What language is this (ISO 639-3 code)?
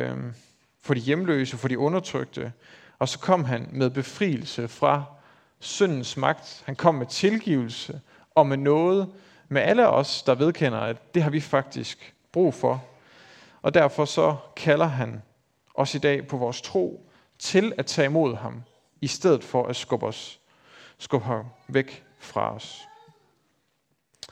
dan